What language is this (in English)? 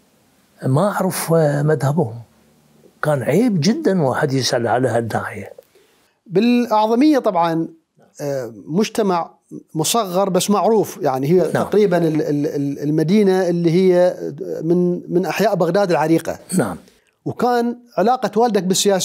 Mesopotamian Arabic